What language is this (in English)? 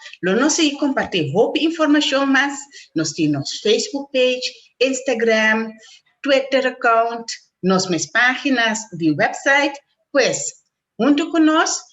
Papiamento